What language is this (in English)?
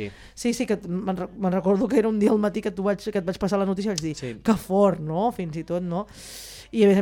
Catalan